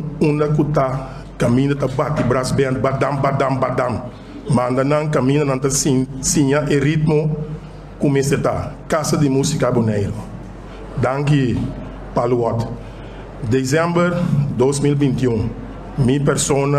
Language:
Papiamento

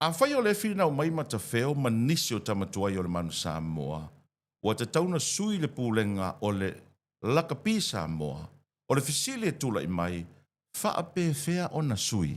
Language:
Samoan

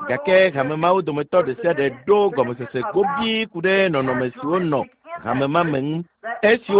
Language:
Ewe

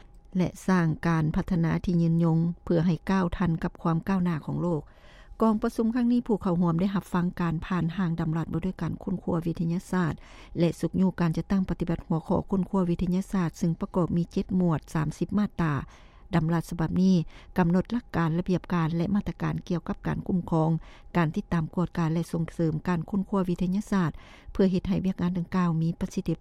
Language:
Lao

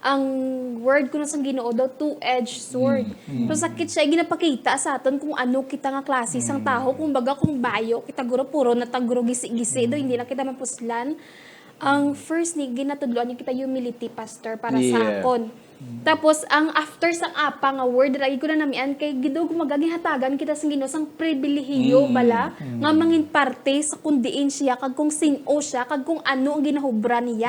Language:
Hiligaynon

